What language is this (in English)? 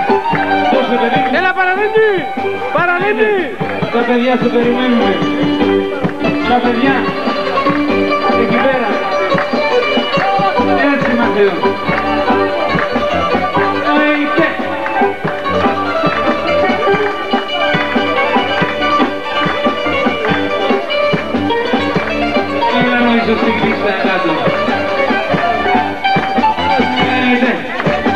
Greek